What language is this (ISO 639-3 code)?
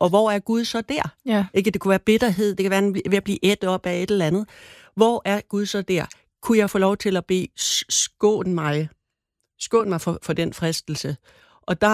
dan